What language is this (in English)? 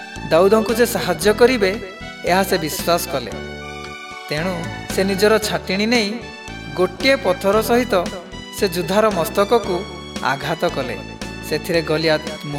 Odia